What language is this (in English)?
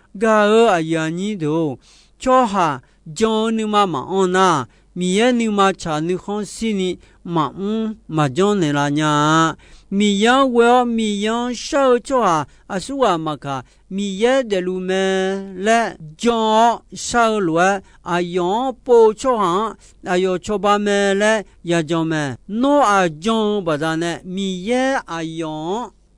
Akha